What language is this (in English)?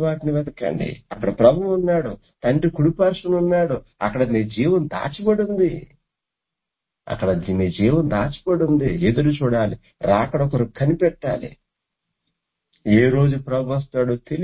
Telugu